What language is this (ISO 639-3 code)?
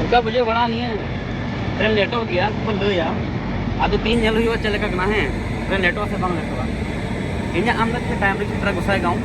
sat